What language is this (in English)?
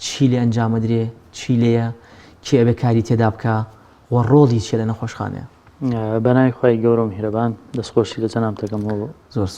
Central Kurdish